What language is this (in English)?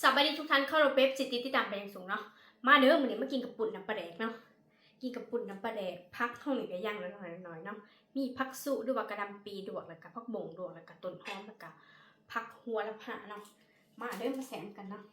Northeastern Thai